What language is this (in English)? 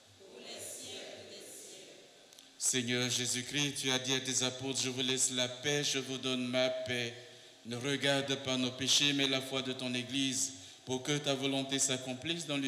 French